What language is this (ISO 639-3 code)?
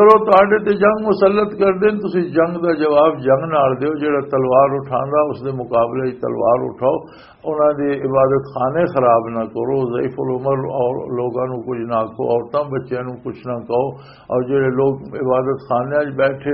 lah